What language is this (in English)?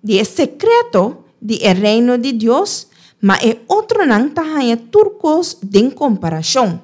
Papiamento